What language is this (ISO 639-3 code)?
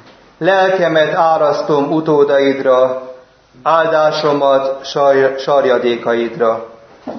hun